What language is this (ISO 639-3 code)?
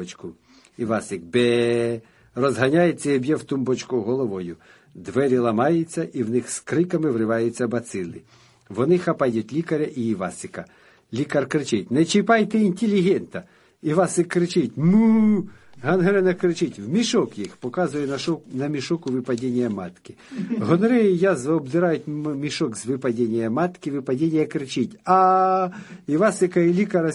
ukr